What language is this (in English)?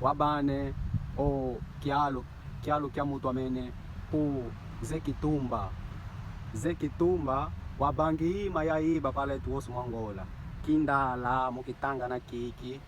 Kimbundu